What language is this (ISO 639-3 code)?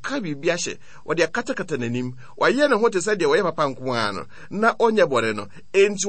aka